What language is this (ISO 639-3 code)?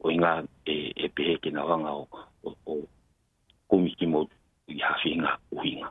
ton